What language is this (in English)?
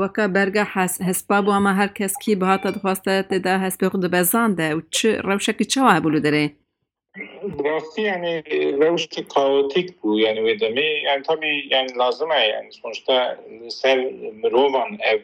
Kurdish